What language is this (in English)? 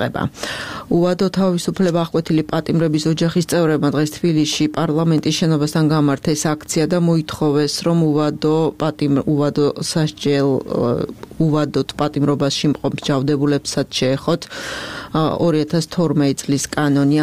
Georgian